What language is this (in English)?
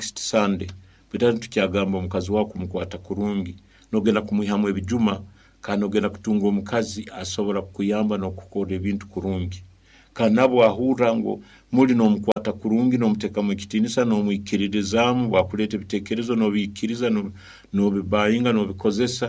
Nyoro